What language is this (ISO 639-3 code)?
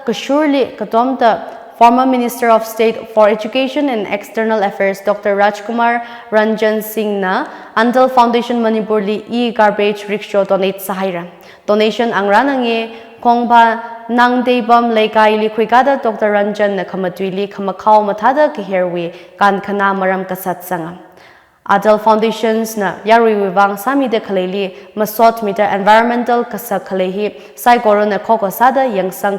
nmf